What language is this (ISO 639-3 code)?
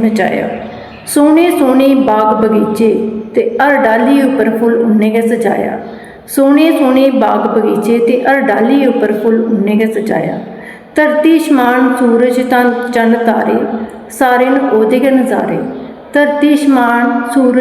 doi